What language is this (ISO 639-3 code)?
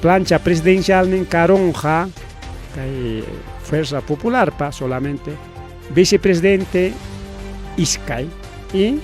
quy